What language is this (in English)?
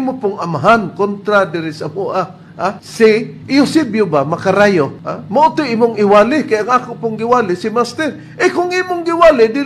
Cebuano